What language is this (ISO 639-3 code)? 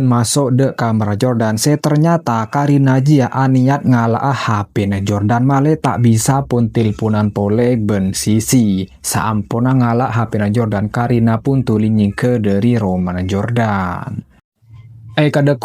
mad